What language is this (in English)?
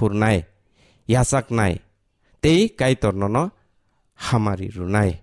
Kok Borok